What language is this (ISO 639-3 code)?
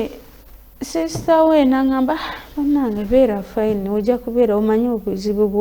lug